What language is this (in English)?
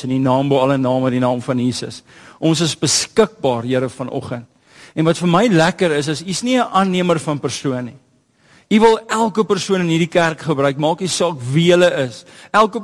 Afrikaans